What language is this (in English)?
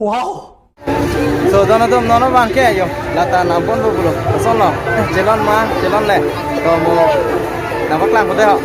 Karbi